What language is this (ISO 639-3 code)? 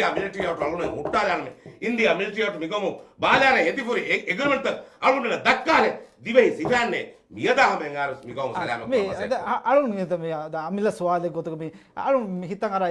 div